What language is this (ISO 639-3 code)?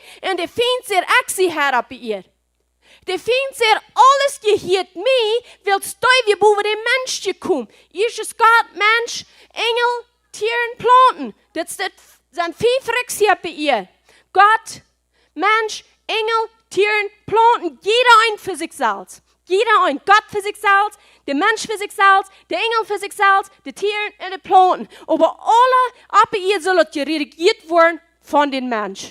pdt